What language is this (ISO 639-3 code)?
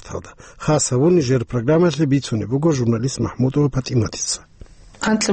ava